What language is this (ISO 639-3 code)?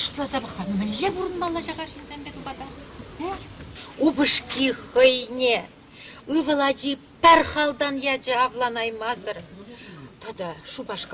chv